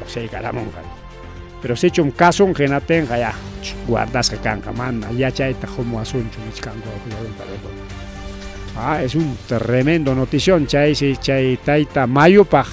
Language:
Ayacucho Quechua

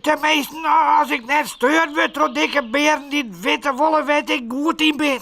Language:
Western Frisian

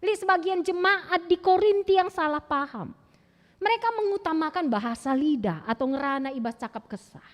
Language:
Batak Karo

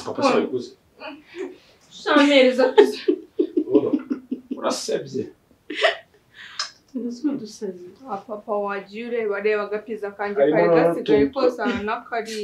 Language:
Kinyarwanda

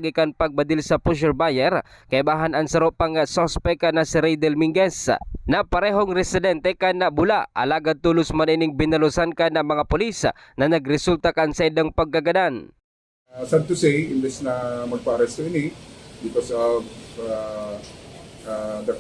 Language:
Bikol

